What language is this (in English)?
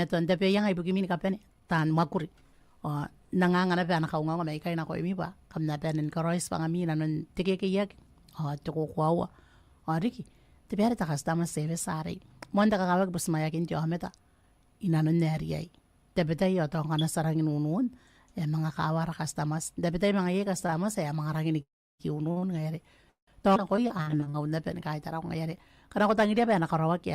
Gilbertese